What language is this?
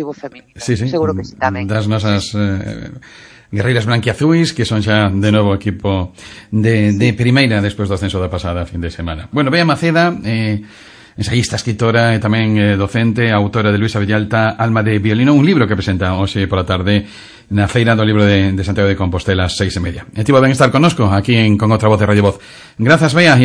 Galician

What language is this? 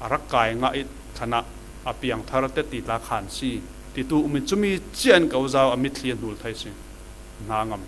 Falam Chin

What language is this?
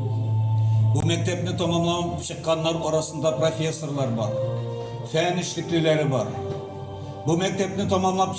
Tatar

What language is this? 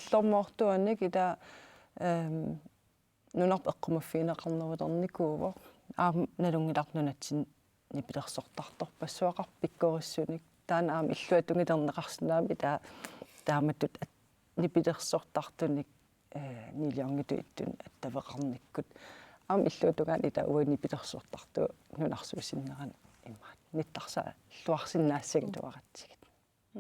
Kalaallisut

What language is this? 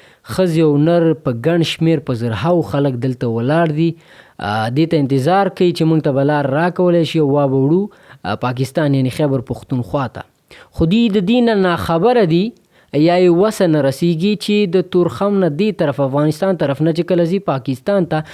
Pashto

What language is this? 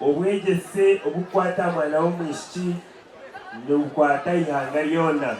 Nyankole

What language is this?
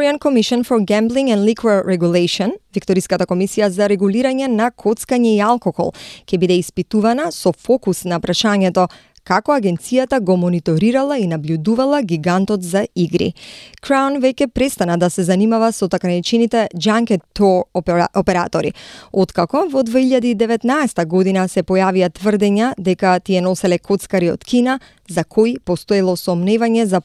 Macedonian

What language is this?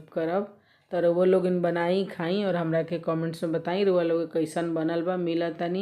Bhojpuri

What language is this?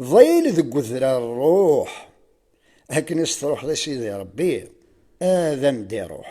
Kabyle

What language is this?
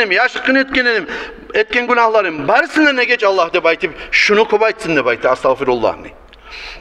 Kumyk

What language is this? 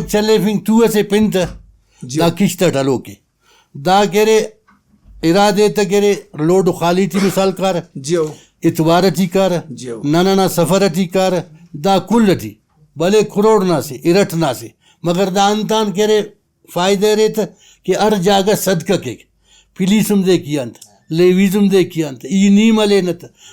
Brahui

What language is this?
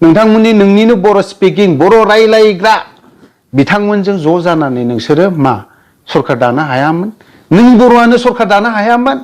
Bodo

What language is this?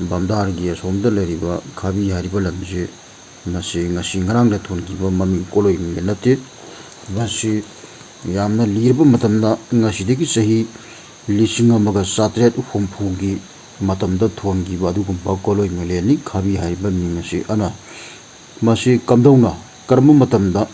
Manipuri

